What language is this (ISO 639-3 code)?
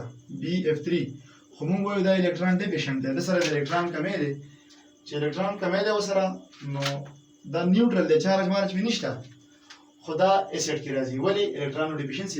pus